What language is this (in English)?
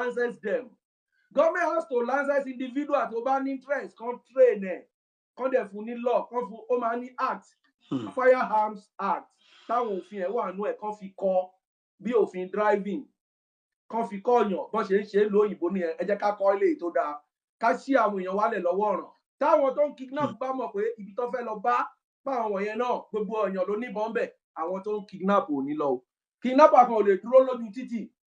Yoruba